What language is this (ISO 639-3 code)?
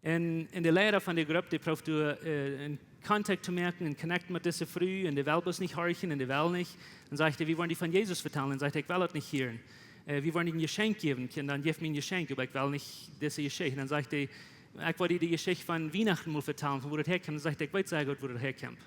pdt